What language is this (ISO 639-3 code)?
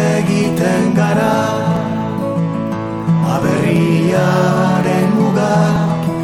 eus